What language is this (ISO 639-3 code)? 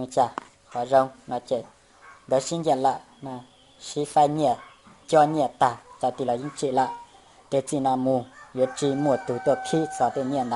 hmn